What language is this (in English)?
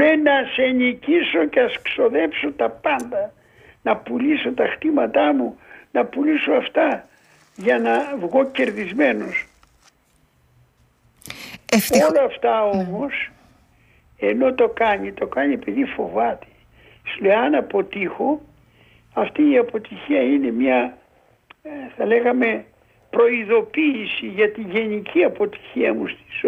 Greek